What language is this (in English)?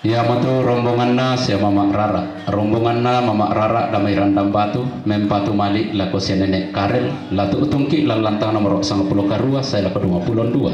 Toraja-Sa'dan